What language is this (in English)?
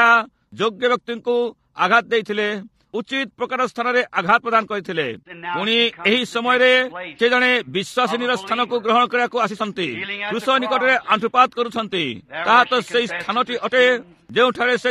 Odia